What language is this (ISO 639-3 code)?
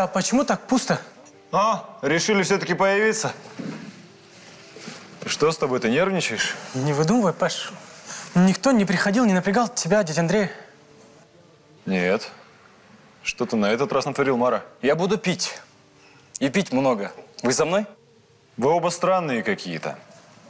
rus